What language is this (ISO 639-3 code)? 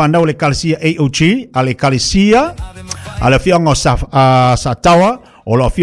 smo